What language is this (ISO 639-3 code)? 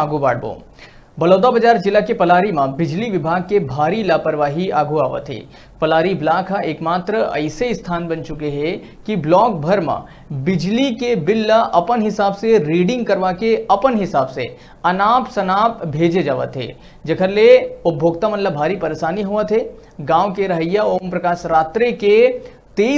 hne